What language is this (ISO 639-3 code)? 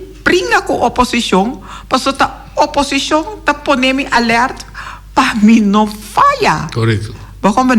pap